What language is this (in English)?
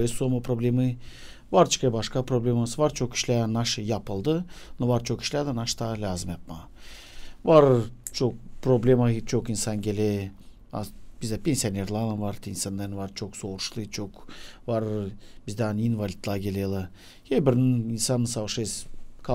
Gagauz